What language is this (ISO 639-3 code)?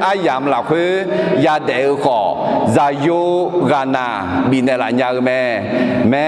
ahk